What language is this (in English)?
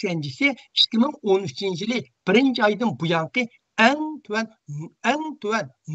Uyghur